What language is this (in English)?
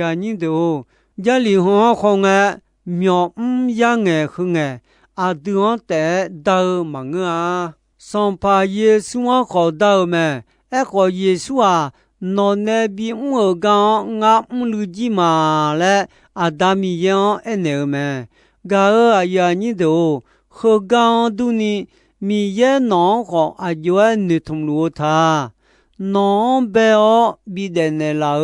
Akha